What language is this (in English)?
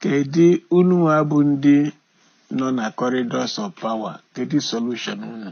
Igbo